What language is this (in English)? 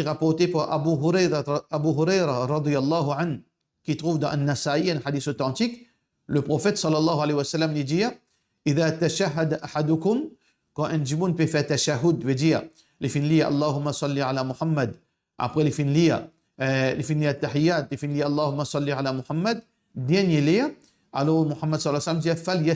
Morisyen